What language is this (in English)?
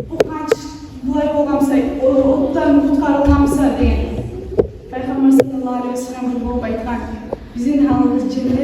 Kumyk